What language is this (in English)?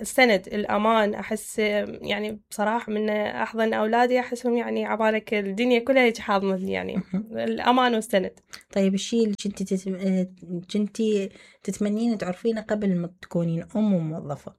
Mesopotamian Arabic